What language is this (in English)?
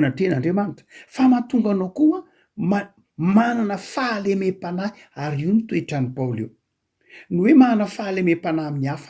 Malagasy